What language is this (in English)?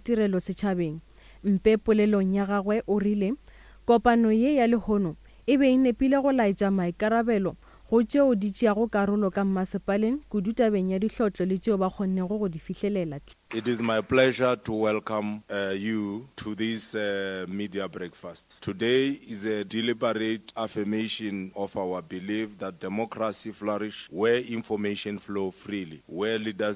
Northern Sotho